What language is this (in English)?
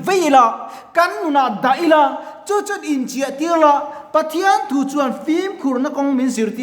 Mizo